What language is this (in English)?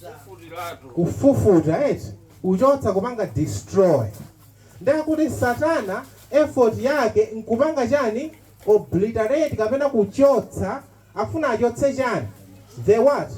Nyanja